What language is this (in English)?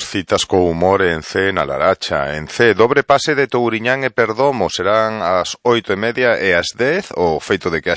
Galician